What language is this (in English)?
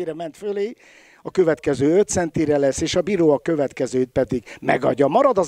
Hungarian